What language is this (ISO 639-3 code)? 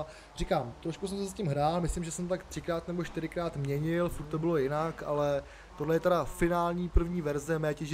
ces